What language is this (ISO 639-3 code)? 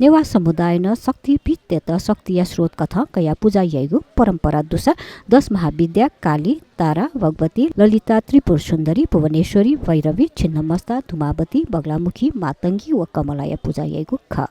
new